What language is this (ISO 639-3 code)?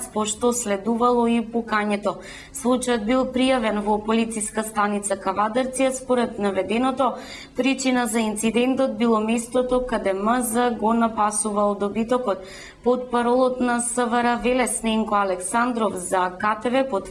mkd